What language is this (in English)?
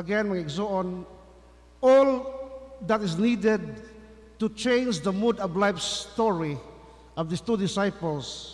Cebuano